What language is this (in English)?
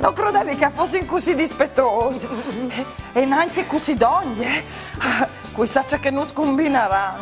Friulian